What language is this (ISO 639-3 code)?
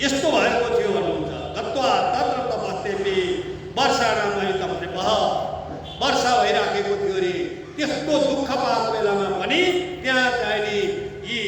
nep